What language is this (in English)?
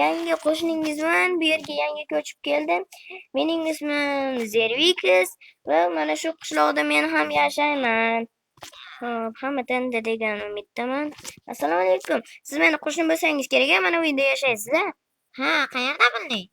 Uzbek